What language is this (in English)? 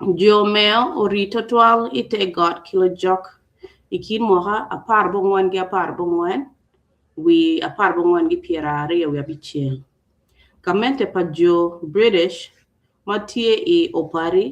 Acoli